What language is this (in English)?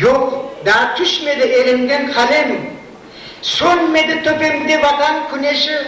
Crimean Tatar